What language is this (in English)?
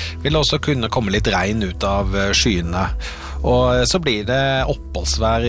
Norwegian